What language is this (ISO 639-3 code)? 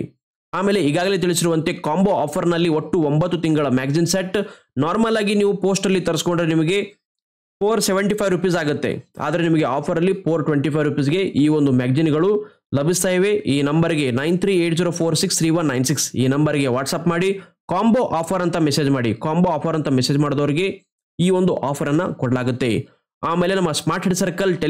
kan